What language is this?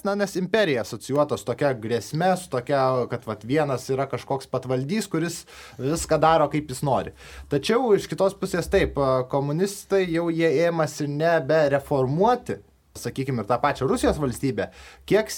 Lithuanian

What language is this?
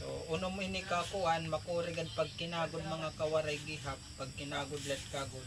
Waray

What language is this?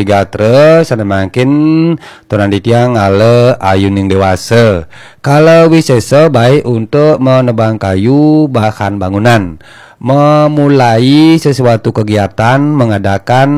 Balinese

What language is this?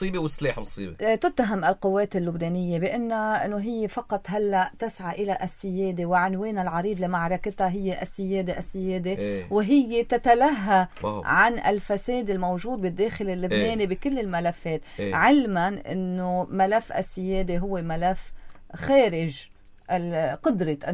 North Levantine Arabic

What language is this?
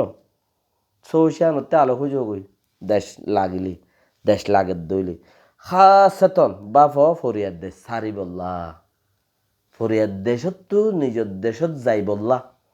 Rohingya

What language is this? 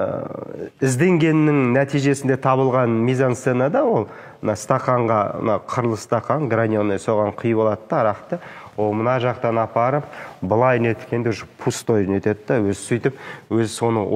Kazakh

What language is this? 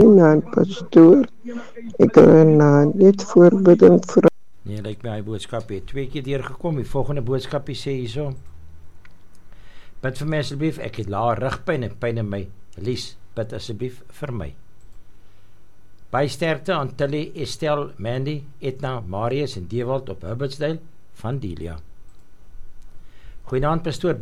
Afrikaans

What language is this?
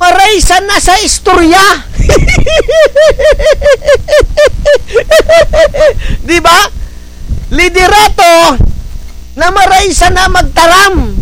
Bikol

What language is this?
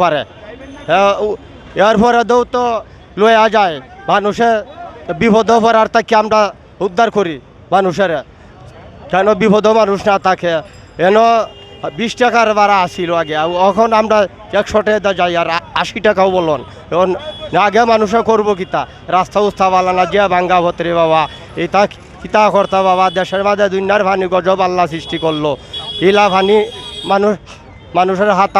Sylheti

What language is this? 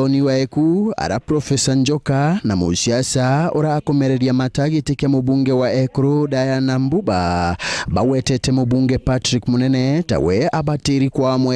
Meru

